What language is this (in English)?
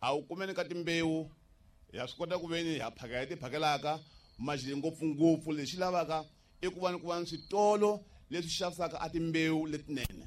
Tsonga